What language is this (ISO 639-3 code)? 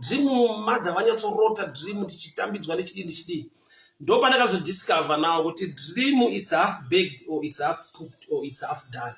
sna